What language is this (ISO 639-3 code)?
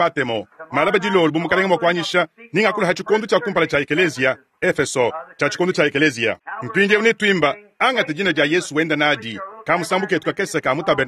lua